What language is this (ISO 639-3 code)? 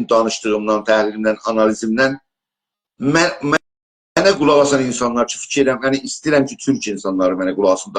azb